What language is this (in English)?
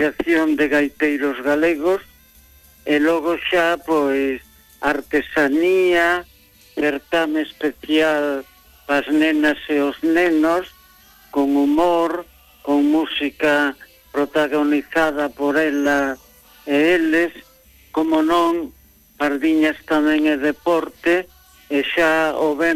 Galician